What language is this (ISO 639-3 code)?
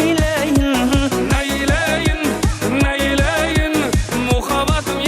kaa